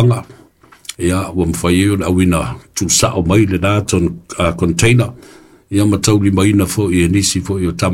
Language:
Samoan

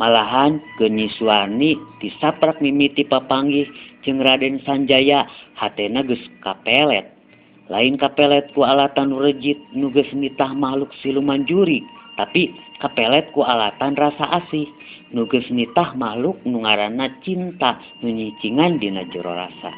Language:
Sundanese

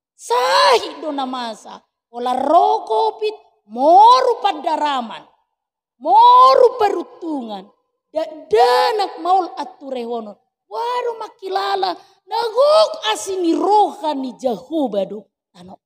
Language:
Batak Toba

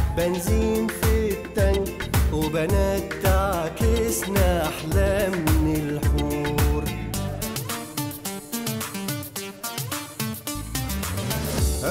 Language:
Egyptian Arabic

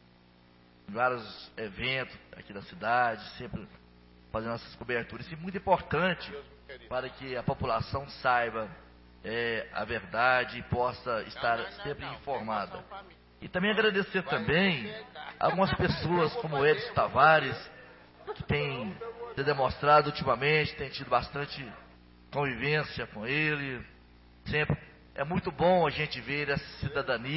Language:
Portuguese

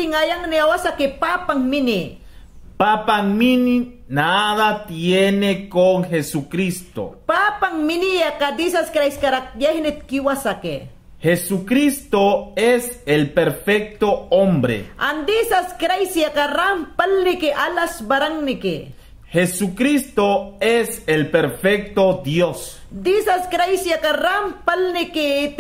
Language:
Mayangna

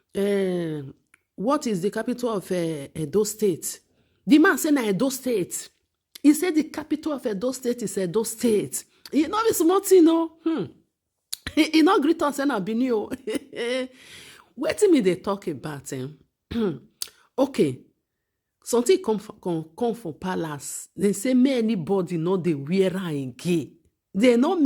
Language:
Nigerian Pidgin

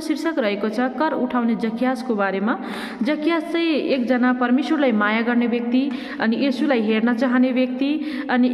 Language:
Nepali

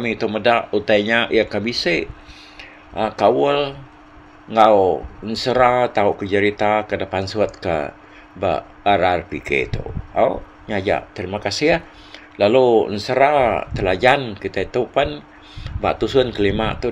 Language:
Iban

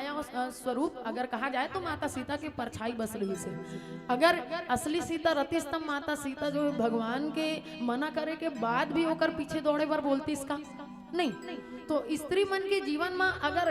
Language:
Chhattisgarhi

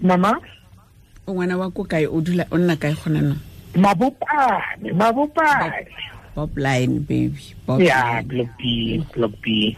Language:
Tswana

